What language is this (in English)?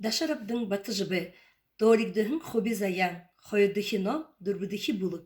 Buriat